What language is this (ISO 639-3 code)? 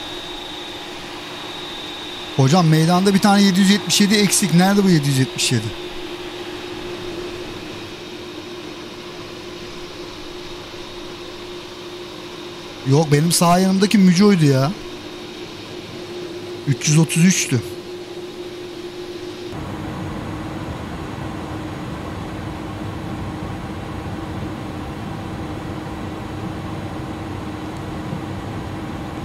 tur